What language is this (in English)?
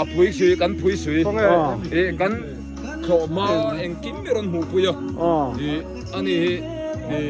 Biete